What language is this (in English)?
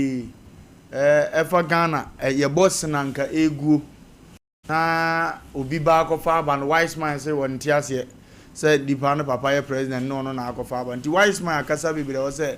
Akan